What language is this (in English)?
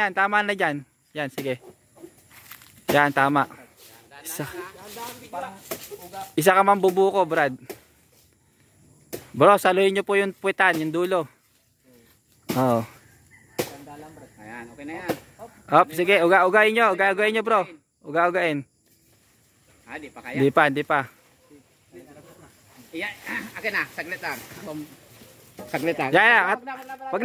Filipino